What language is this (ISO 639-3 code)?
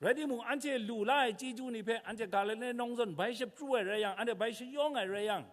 kac